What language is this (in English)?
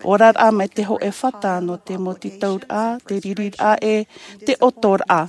Tahitian